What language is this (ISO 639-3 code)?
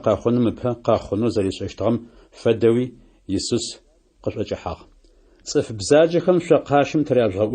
ady